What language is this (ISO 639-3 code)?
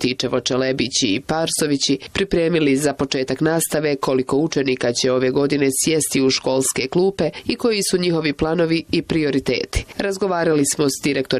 bos